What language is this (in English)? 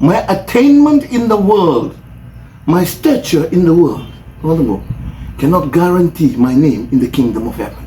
Fijian